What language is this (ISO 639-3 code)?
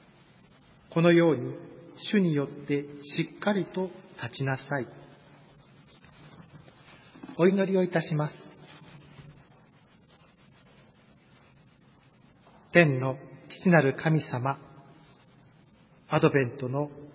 jpn